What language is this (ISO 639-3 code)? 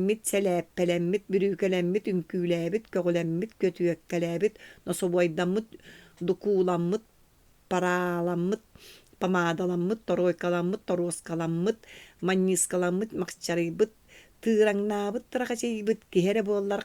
sah